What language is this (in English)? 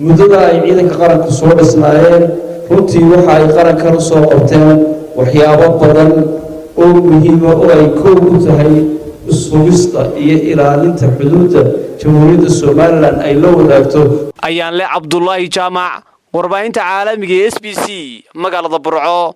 Somali